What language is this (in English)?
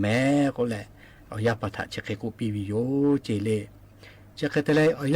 Lahu